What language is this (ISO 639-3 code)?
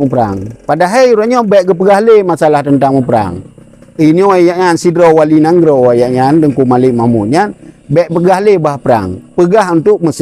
ace